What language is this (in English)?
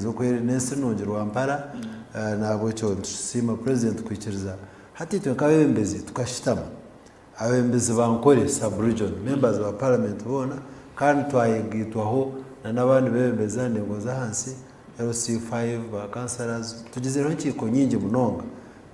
Nyankole